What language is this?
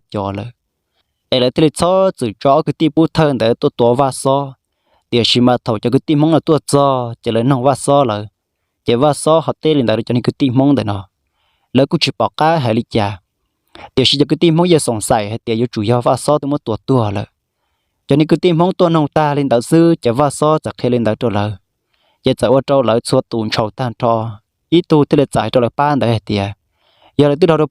Hmong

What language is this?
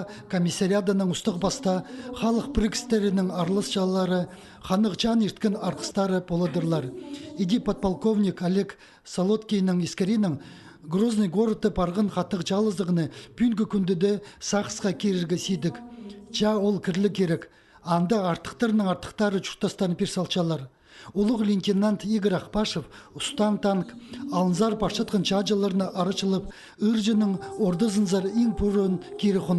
Khakas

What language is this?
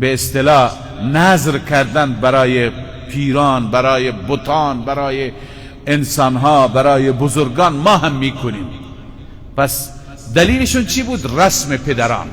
Persian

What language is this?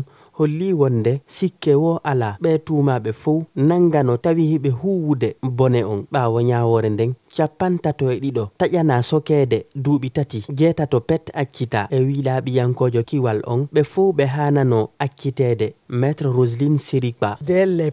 Fula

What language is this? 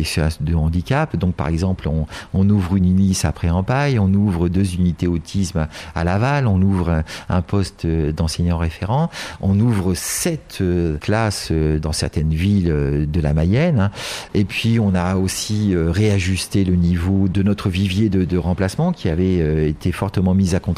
French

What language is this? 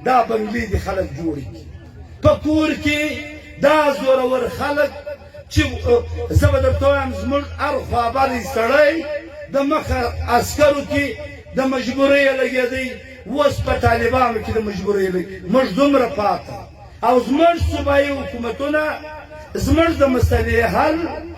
Pashto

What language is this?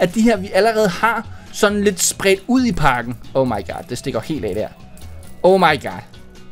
Danish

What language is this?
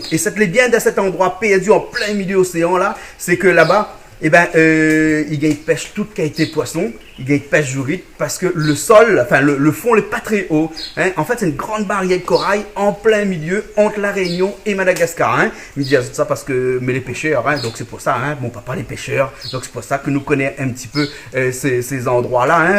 Réunion Creole French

